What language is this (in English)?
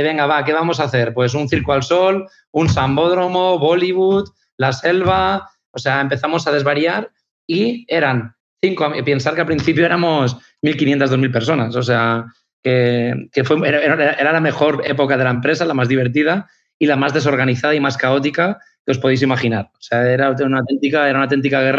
Spanish